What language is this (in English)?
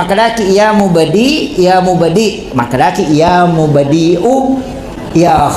Buginese